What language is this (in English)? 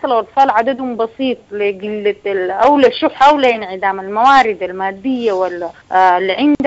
Sudanese Arabic